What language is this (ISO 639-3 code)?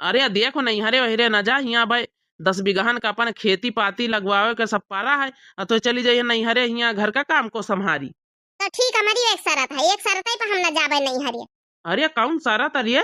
awa